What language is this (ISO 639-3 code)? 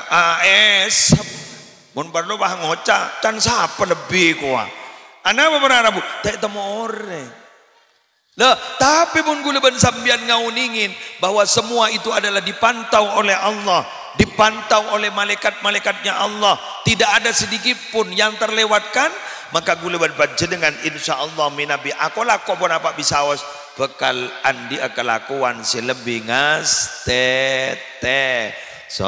mad